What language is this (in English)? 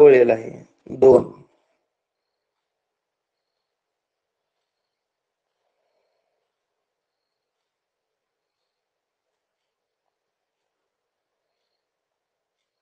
Marathi